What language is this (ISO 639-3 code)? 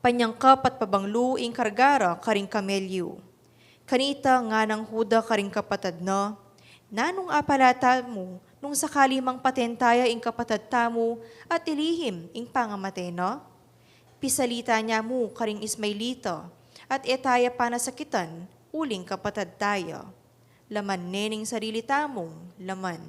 pam